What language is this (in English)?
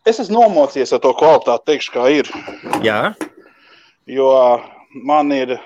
Latvian